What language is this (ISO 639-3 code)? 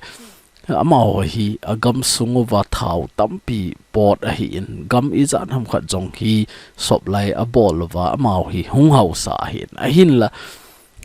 tcz